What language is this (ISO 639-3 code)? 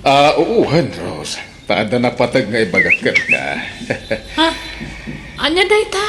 ilo